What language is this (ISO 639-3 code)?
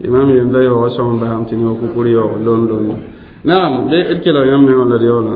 mos